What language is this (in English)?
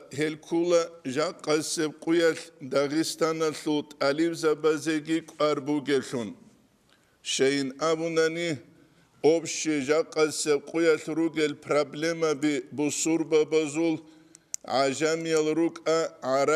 Avaric